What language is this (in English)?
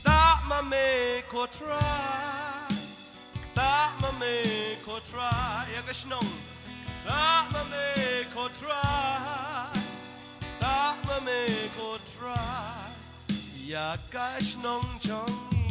Khasi